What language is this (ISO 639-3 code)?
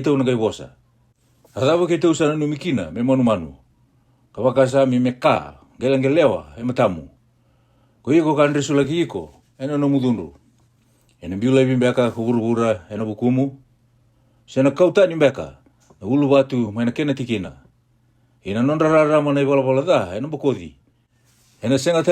fij